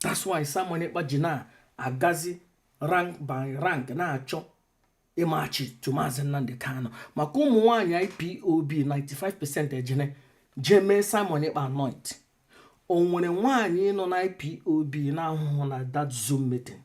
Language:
Igbo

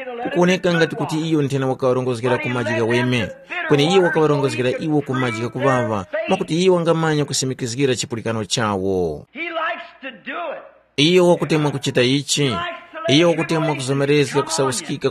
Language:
Tumbuka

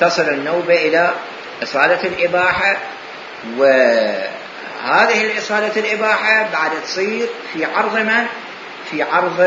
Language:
Mesopotamian Arabic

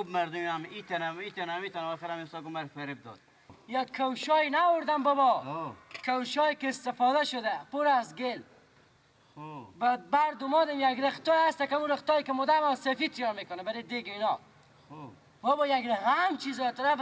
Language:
Persian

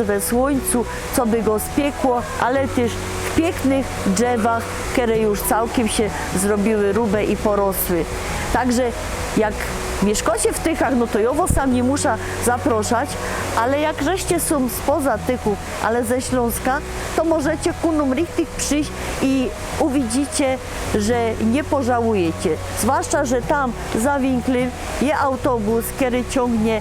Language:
Silesian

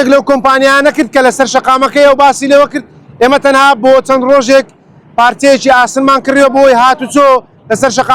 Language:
Central Kurdish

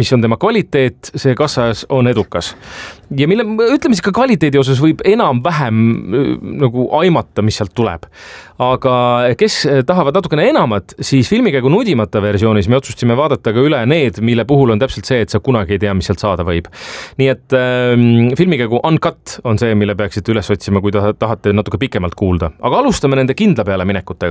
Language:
Estonian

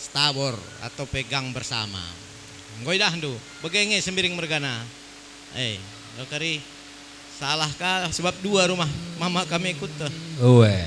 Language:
Batak Karo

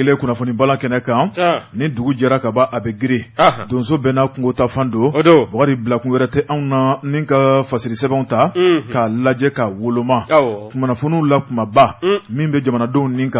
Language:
Bambara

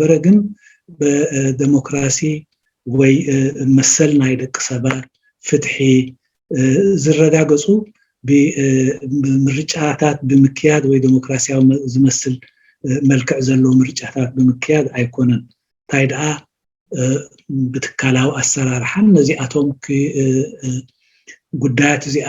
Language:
Tigrinya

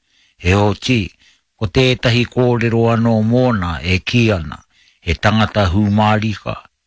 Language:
Māori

